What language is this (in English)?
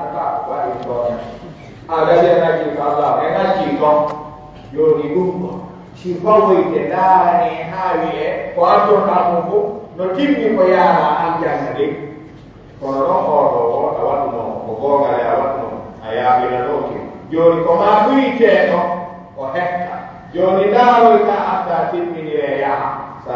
Pular